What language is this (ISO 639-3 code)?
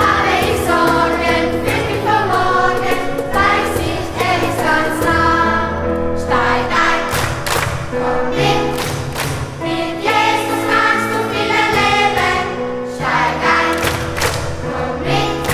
gsw